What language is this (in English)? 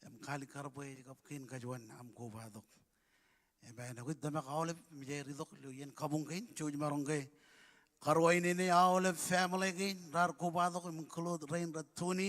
Marshallese